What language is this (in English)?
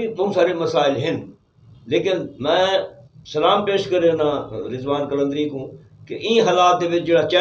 Saraiki